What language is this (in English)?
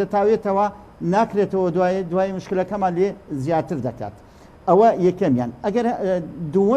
Central Kurdish